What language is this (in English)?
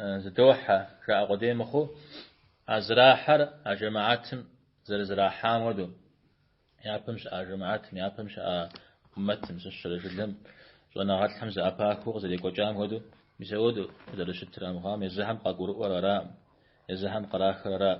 Kabardian